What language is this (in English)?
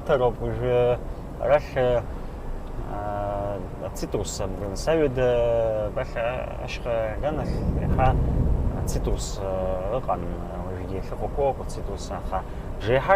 Abkhazian